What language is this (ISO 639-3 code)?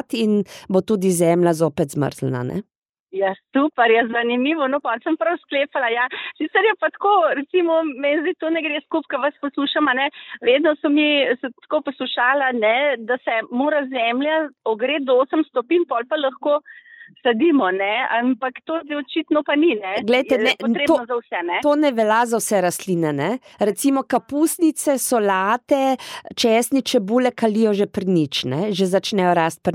slv